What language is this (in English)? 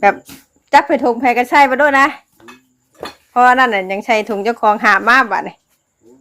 Northeastern Thai